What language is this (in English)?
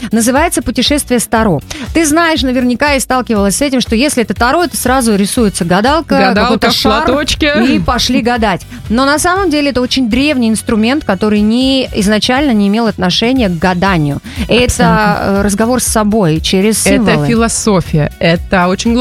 Russian